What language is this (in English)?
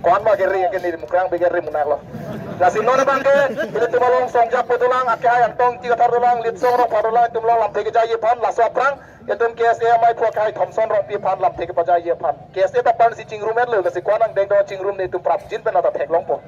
Karbi